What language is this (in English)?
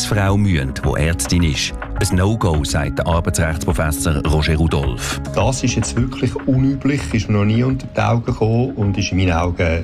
German